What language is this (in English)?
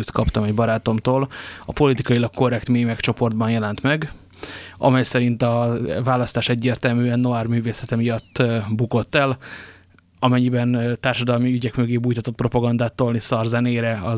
Hungarian